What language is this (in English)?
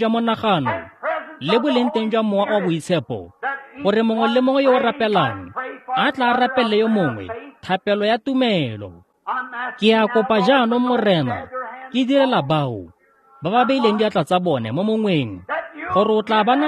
Tswana